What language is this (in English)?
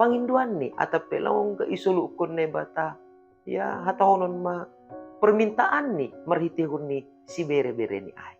Batak Simalungun